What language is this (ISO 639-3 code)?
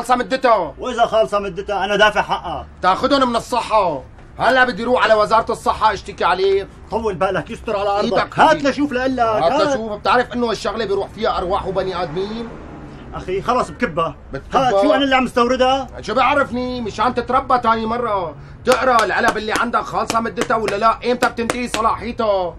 apc